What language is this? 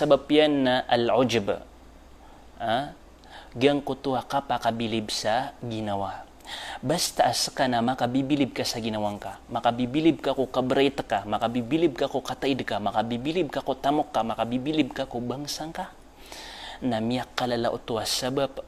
Maranao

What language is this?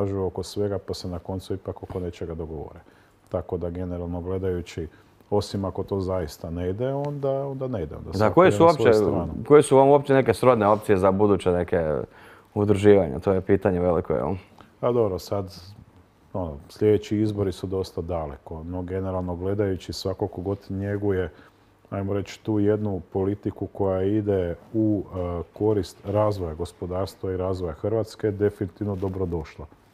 Croatian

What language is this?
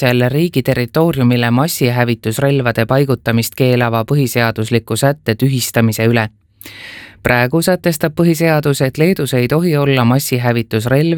Estonian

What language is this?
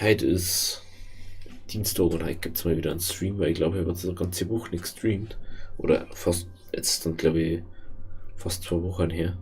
Bavarian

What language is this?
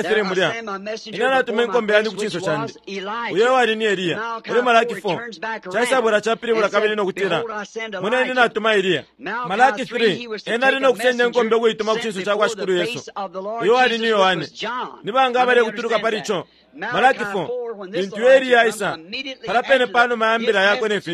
Bemba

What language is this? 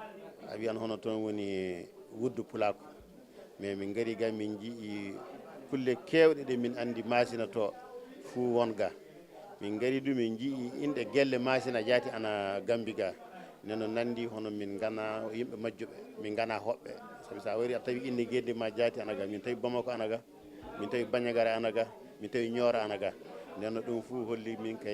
Fula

